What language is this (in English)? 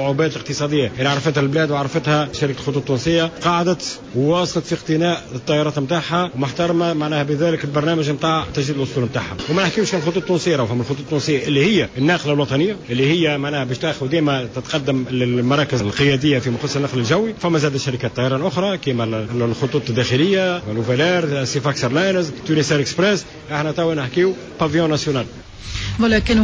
Tunisian Arabic